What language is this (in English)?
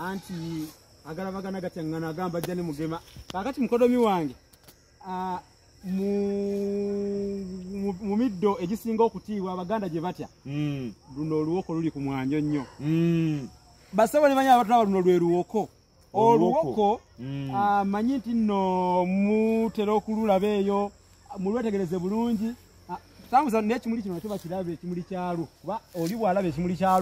Ganda